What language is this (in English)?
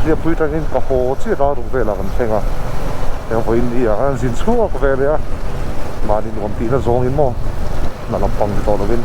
Mizo